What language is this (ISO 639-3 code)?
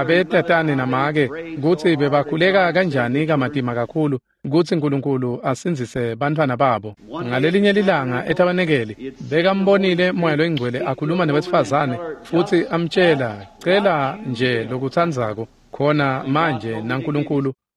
ssw